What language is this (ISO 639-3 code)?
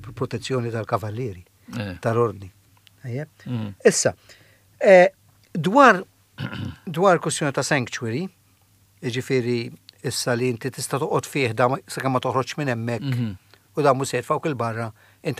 mlt